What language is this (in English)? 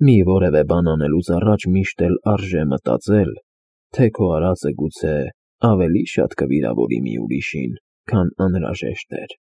Armenian